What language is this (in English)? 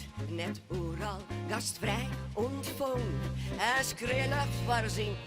Western Frisian